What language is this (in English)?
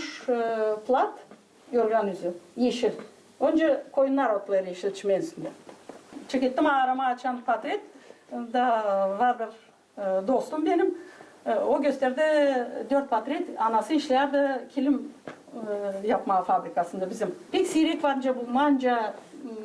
Gagauz